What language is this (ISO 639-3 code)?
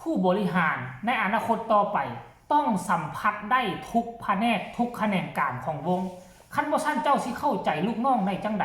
lao